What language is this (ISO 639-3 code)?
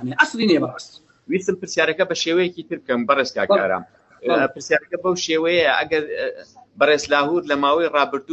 ckb